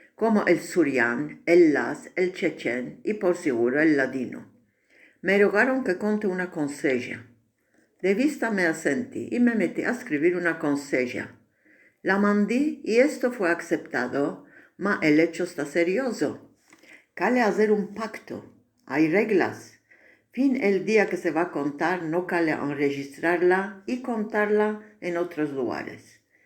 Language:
Ladino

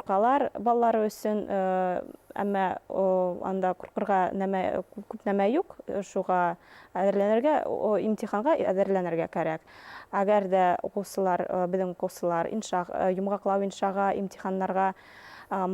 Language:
Bashkir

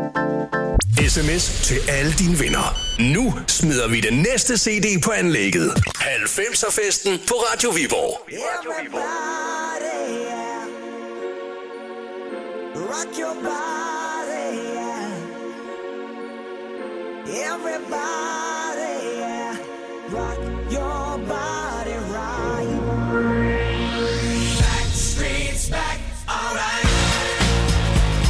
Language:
Danish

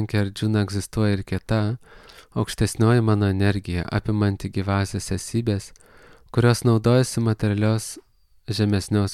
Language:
Lithuanian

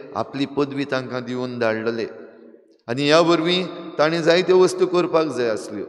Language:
Konkani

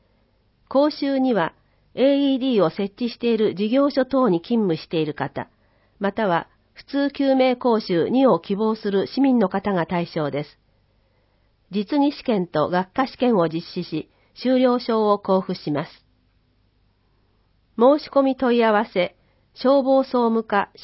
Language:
Japanese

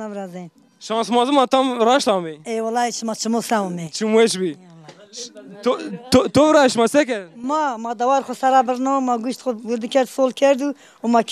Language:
Zaza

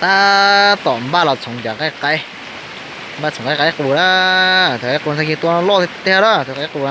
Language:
Hmong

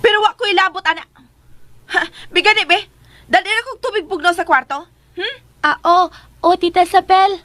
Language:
Cebuano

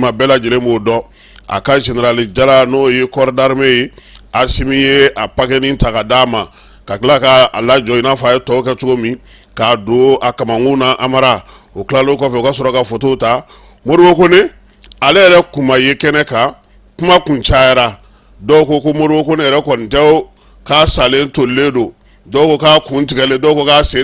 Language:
Bambara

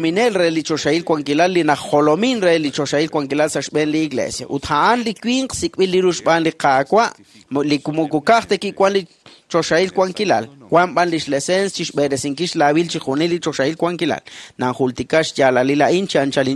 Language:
Kekchí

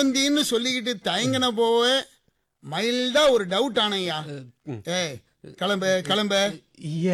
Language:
Tamil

